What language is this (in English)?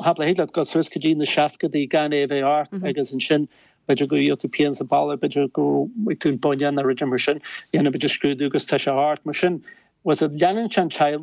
Irish